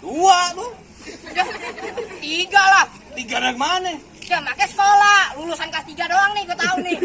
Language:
Betawi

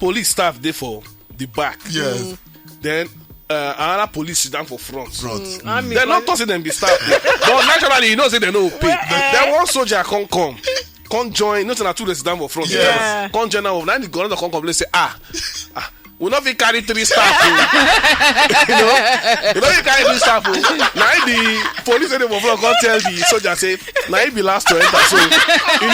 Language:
Nigerian Pidgin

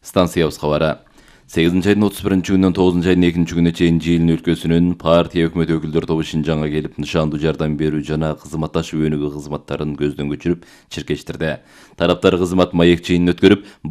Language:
Kyrgyz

